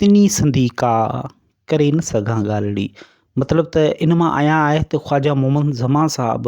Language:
Sindhi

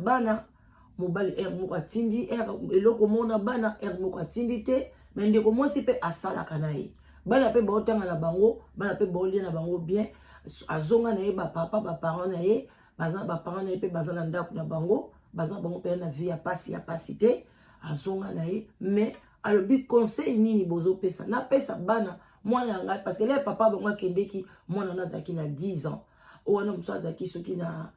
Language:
Lingala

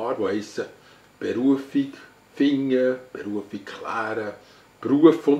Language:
Swiss German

